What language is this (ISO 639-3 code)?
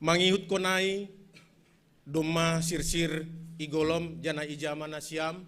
bts